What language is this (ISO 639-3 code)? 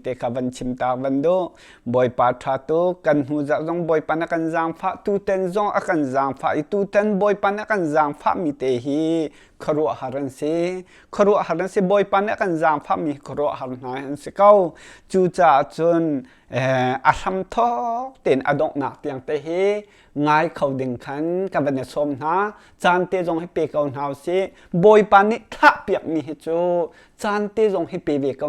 cnh